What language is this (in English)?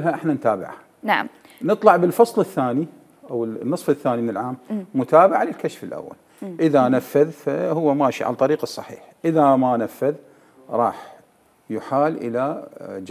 Mesopotamian Arabic